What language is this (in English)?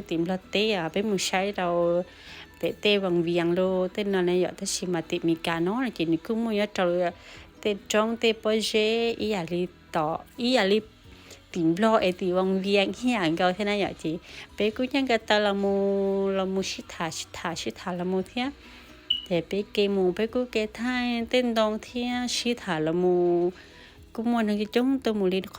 Hmong